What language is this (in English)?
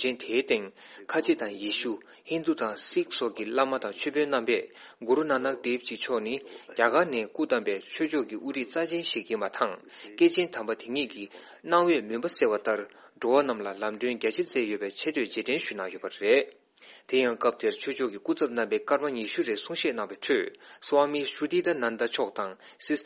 Tibetan